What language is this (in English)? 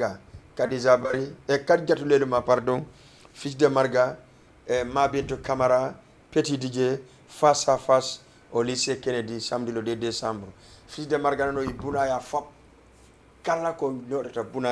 Fula